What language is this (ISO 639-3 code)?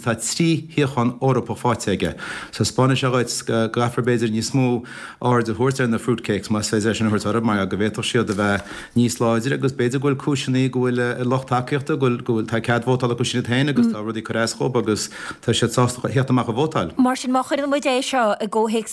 gle